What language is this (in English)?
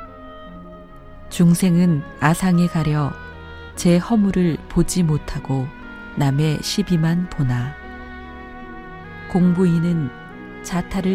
Korean